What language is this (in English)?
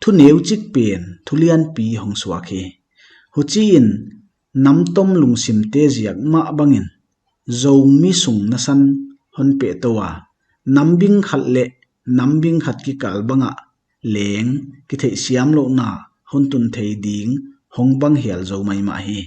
Paite Chin